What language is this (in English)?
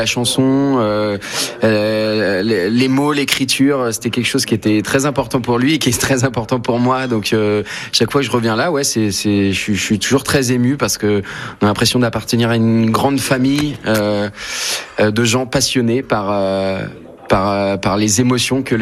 French